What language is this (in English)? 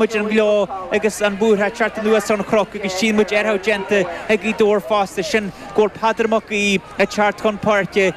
Irish